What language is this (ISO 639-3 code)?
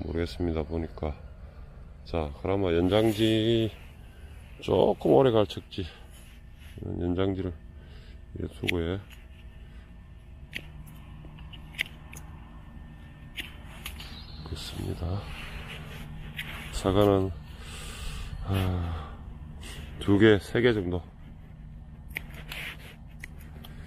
kor